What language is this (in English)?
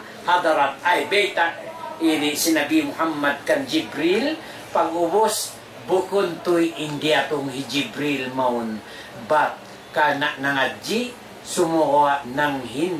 Tausug